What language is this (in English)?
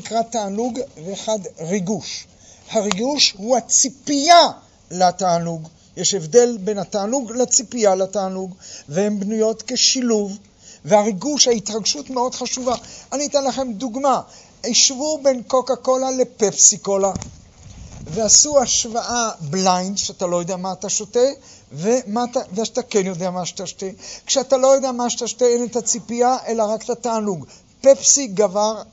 Hebrew